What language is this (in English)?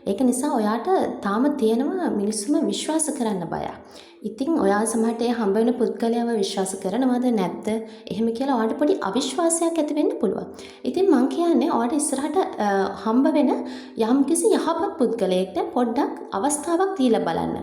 Sinhala